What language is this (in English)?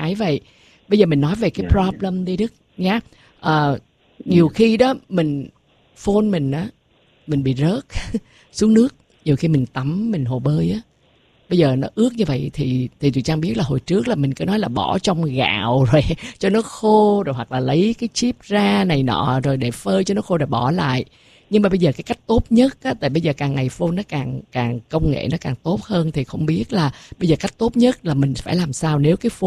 Vietnamese